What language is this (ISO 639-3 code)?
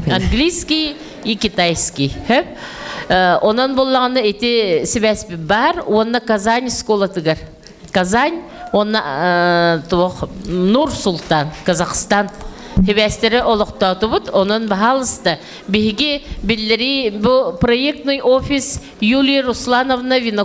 sah